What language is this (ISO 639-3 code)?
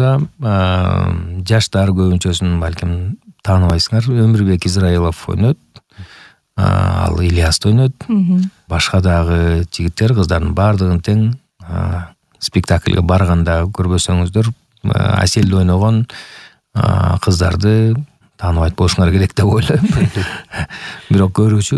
kir